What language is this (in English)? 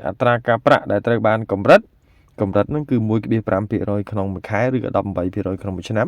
Khmer